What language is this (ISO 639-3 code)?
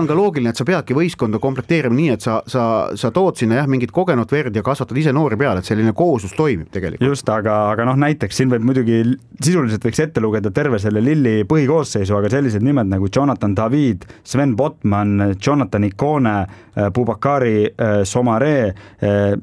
est